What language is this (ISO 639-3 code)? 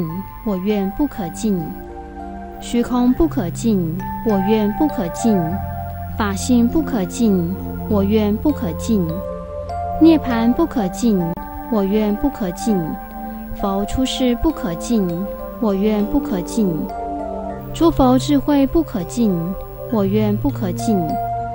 zho